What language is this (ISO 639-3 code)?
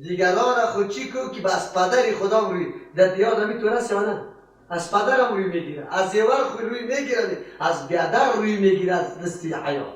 fas